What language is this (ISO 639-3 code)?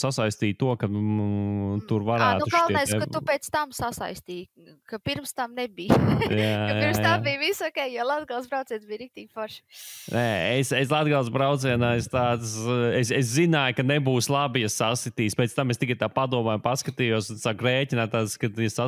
lav